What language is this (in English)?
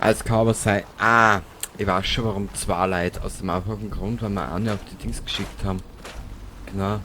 Bavarian